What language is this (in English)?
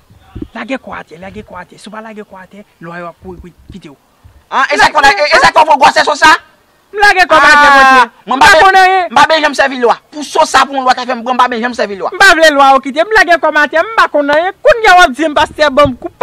Haitian Creole